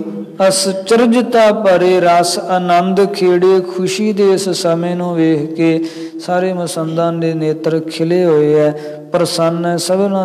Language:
Punjabi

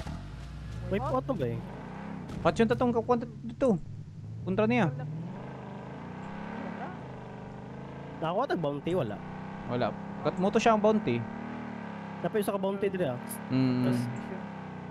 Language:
Filipino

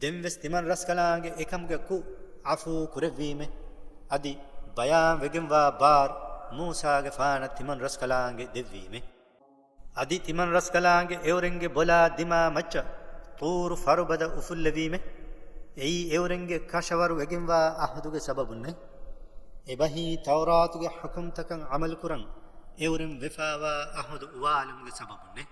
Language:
Divehi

